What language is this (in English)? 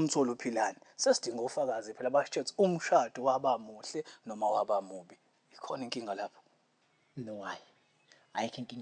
Zulu